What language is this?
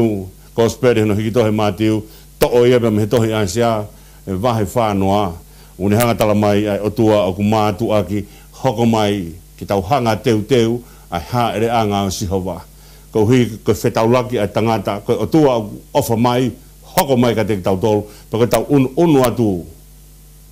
Tongan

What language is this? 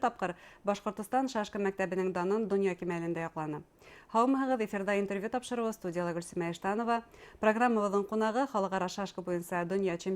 Bashkir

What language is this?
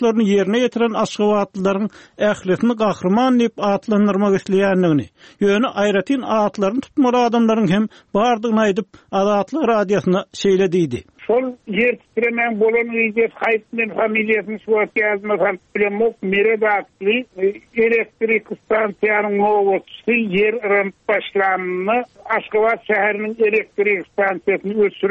Turkmen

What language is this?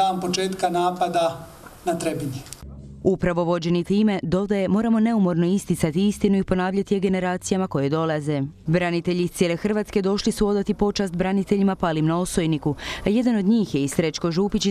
Croatian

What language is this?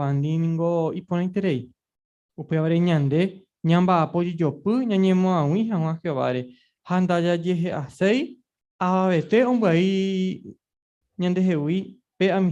Guarani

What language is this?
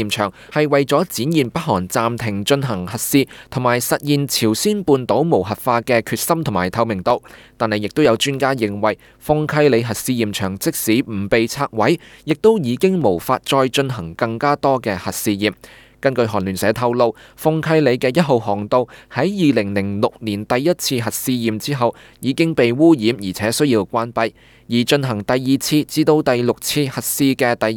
Cantonese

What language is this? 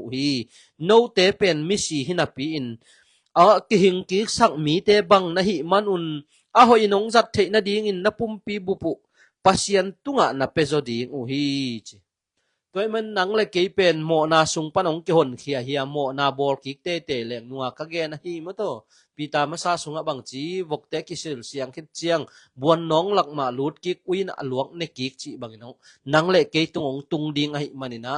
Tedim Chin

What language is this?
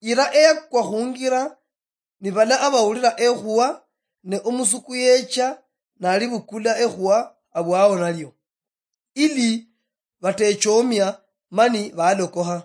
Luyia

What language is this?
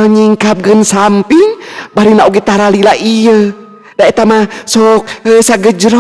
Sundanese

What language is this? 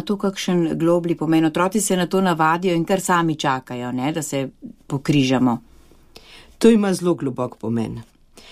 Slovenian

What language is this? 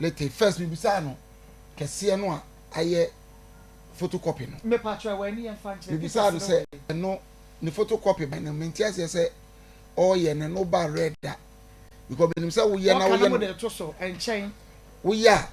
Akan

